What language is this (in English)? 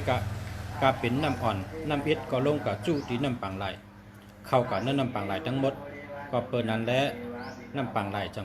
Shan